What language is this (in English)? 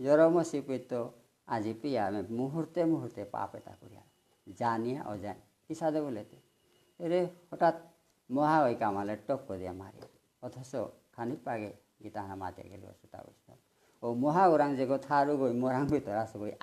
Bishnupriya